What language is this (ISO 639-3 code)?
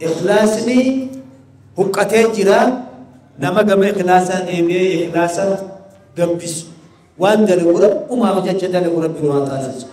orm